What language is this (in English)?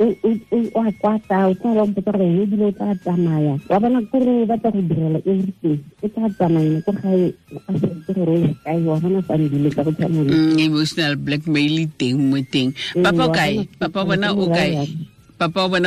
Tswana